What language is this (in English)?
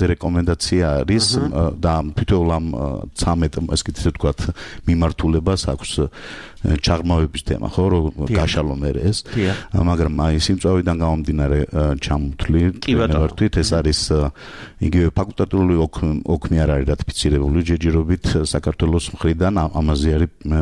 Georgian